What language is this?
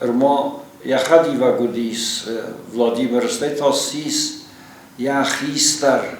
Ossetic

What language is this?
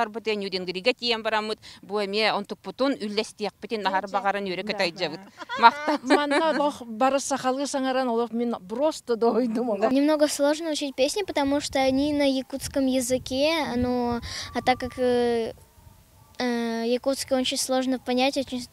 Yakut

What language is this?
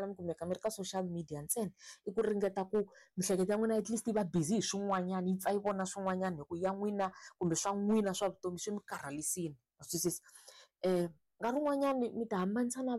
Tsonga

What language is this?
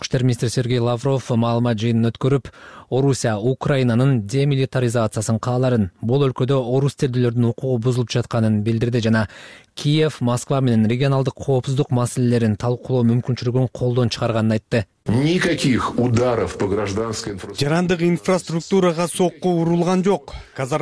Kyrgyz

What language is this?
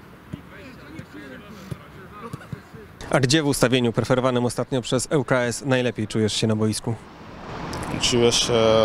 Polish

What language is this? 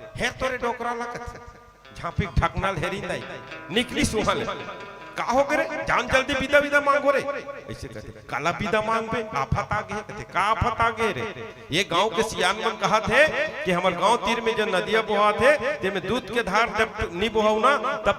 Chhattisgarhi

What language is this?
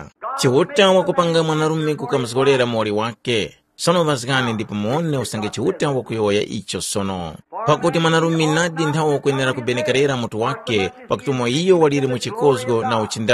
Tumbuka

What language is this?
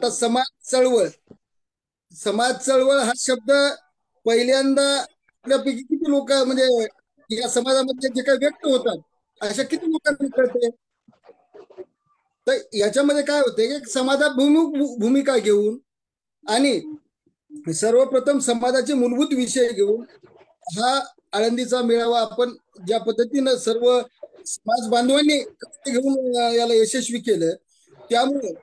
Marathi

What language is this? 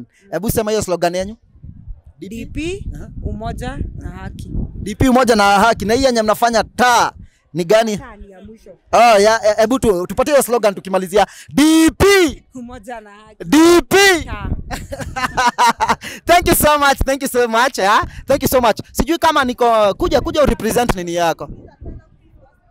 Swahili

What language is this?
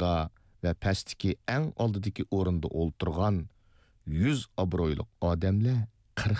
Uyghur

